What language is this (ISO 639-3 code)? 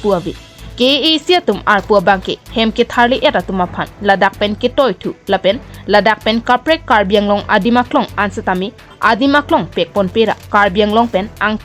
mjw